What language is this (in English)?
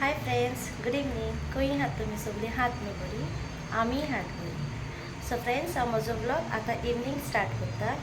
Konkani